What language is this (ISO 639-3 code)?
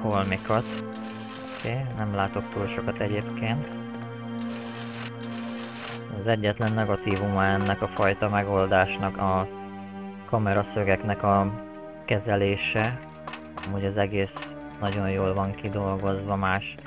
hun